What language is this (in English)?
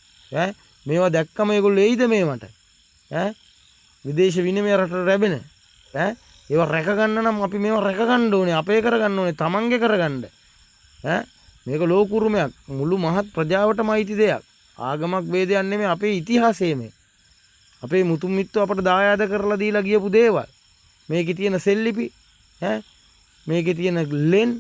Sinhala